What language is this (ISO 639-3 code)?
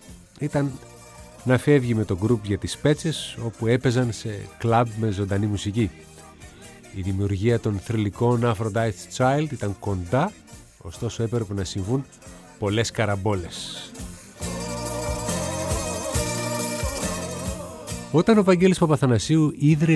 ell